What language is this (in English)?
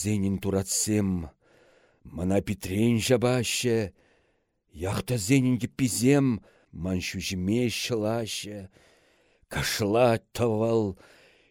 Chuvash